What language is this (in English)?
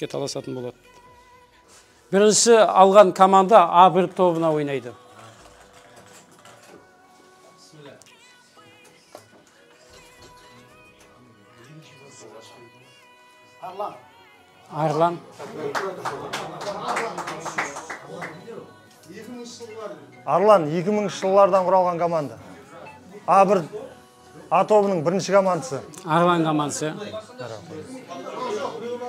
Kazakh